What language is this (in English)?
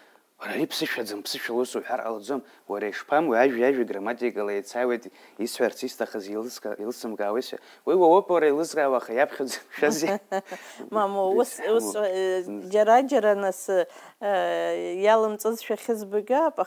Abkhazian